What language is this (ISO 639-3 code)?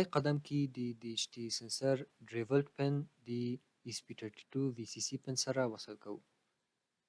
pus